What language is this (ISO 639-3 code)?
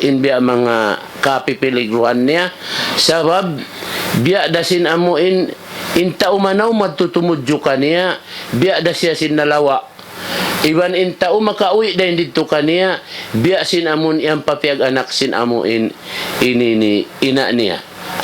tsg